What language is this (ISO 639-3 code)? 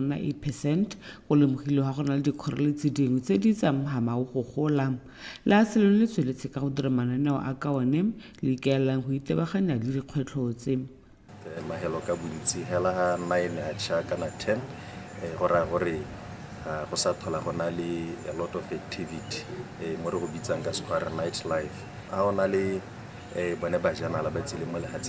tsn